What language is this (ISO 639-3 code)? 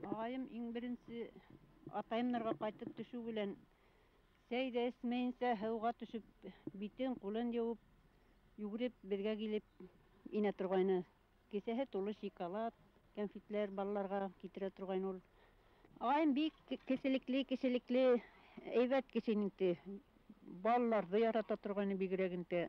bak